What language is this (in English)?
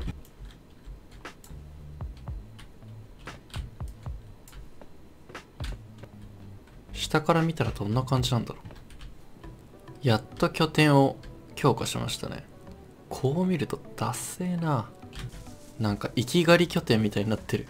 Japanese